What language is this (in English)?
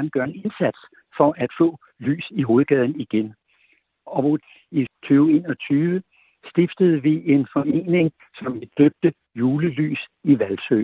Danish